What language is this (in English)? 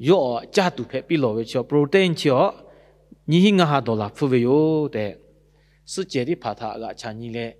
Lahu